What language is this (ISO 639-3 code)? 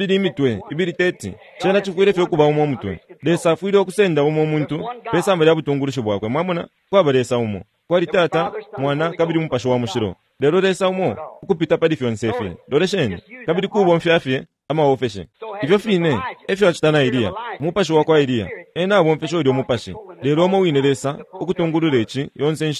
bem